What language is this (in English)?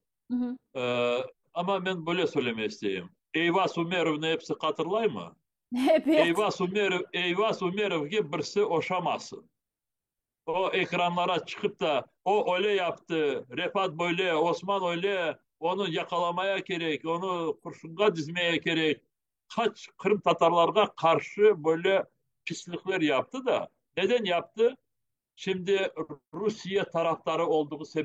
Crimean Tatar